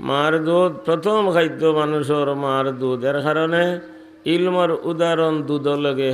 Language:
Sylheti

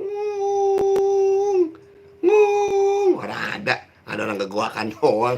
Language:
Betawi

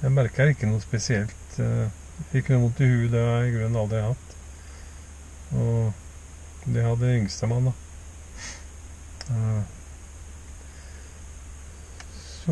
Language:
Norwegian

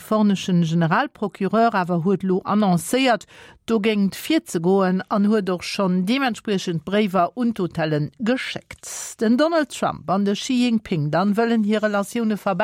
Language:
Luxembourgish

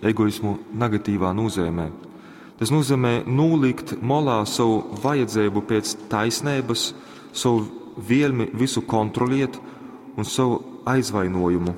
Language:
Latgalian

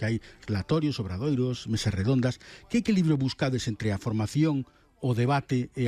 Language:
Galician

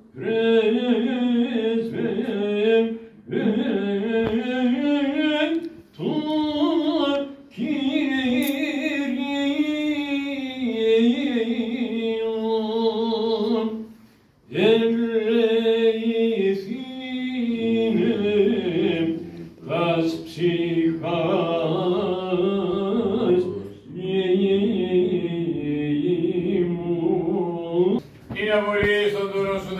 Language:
Greek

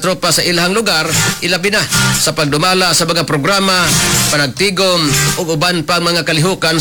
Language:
Cebuano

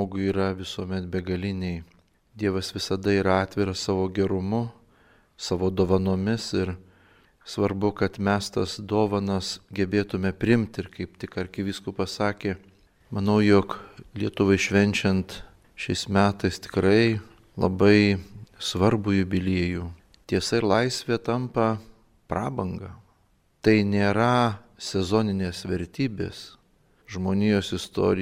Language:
Lithuanian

